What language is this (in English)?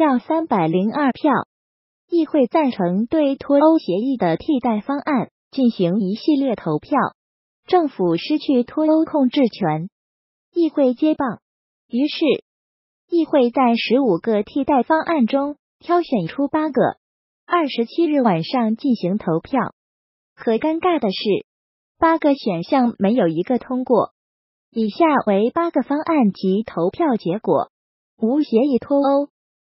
Chinese